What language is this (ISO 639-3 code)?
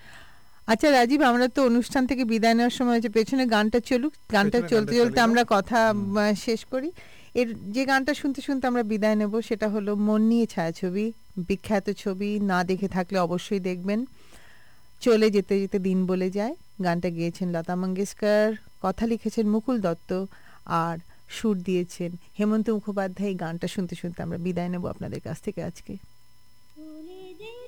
ben